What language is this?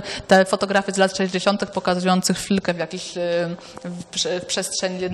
Polish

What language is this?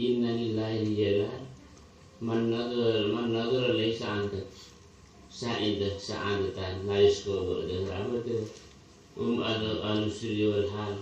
Madurese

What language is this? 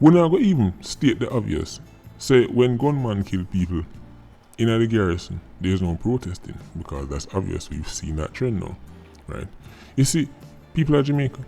Jamaican Creole English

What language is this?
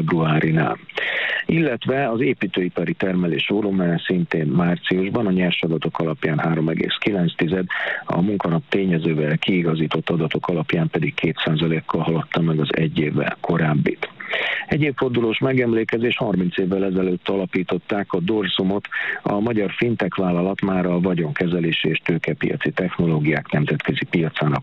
Hungarian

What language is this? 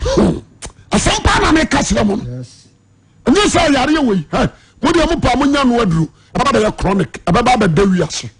Akan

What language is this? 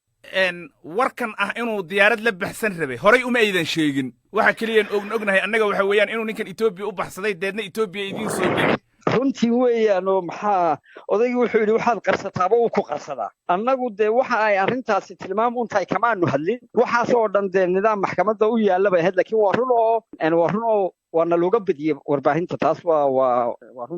Somali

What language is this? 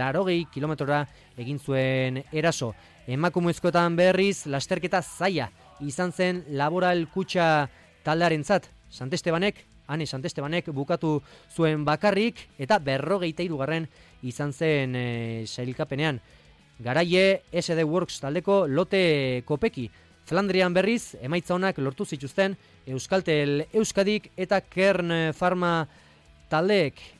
Basque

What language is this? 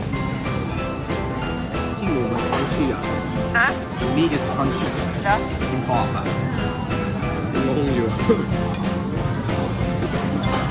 Thai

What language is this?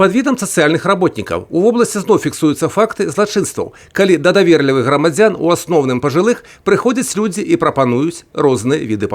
Belarusian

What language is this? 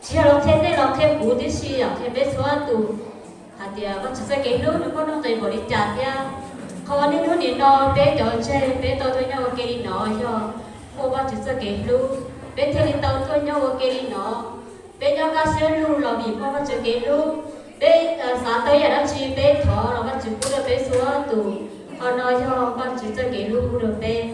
Hmong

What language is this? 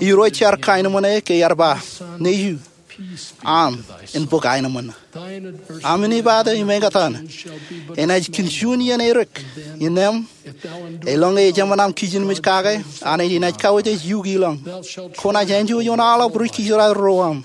Marshallese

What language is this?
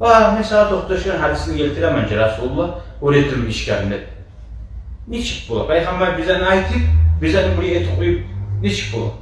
Kumyk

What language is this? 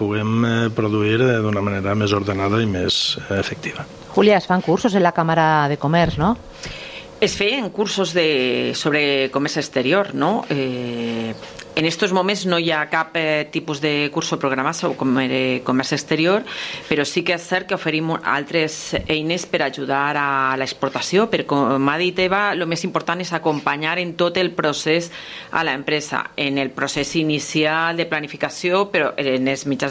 Catalan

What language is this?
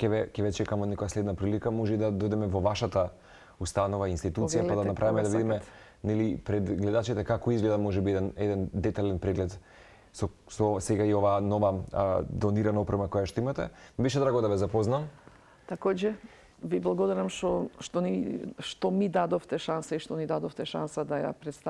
Macedonian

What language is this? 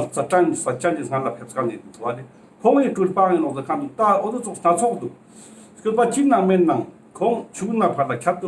Ladakhi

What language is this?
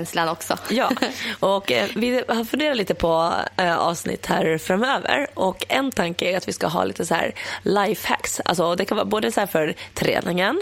Swedish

